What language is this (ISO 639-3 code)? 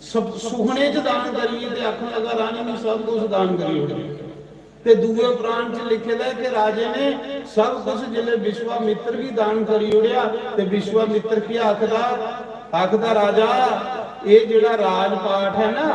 doi